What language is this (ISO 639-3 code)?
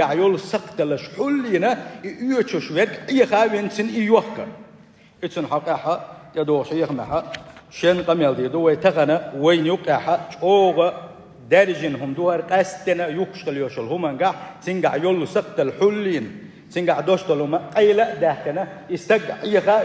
che